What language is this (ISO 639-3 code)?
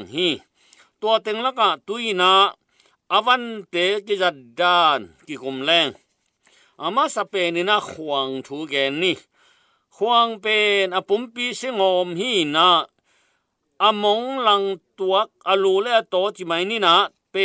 ctd